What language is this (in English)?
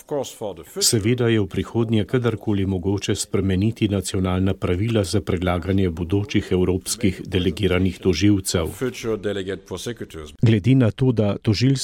Slovenian